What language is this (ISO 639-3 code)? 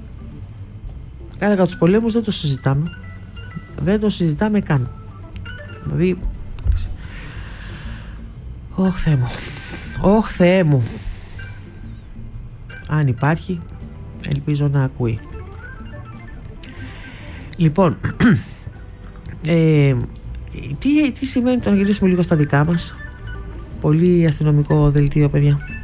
ell